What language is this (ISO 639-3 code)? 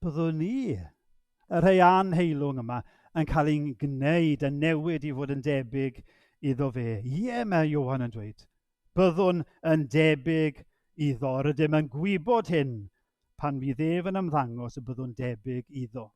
cym